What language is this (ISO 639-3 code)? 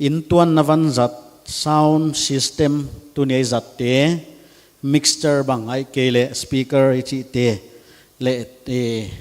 pck